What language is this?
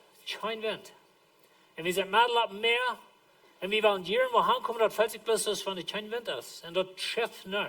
Plautdietsch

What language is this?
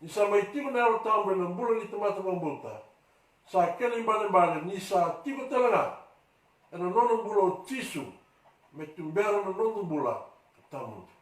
Fijian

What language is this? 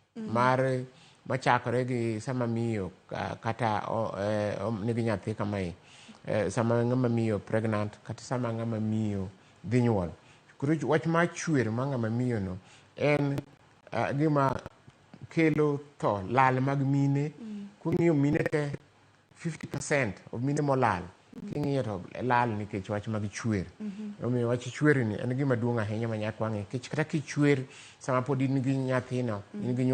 Luo (Kenya and Tanzania)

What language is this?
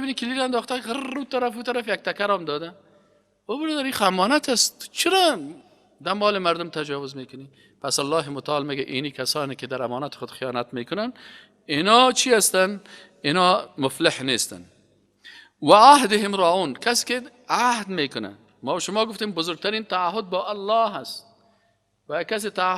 Persian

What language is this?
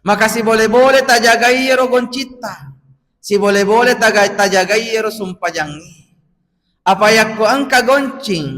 Buginese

